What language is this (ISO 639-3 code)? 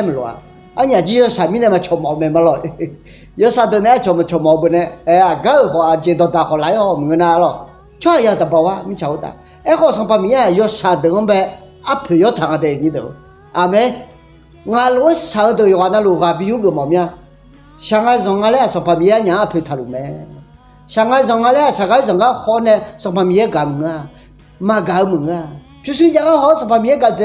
ahk